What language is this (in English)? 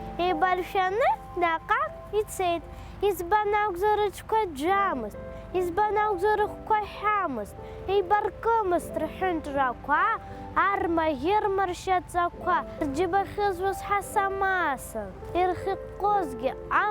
Abkhazian